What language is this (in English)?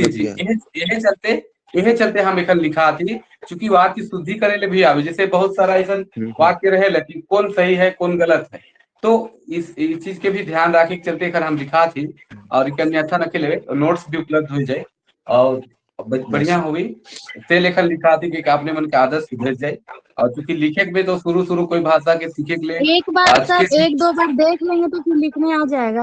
Sadri